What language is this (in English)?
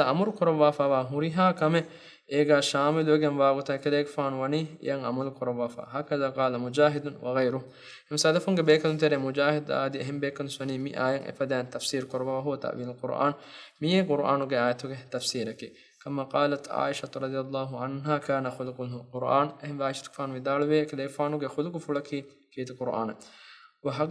Divehi